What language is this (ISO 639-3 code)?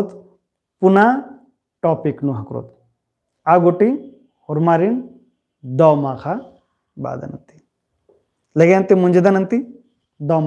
kru